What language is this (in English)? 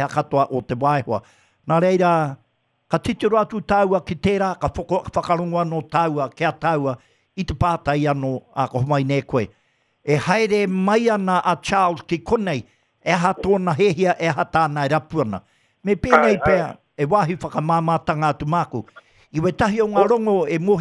Māori